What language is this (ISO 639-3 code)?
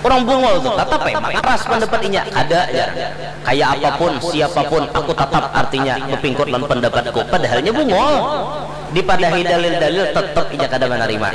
bjn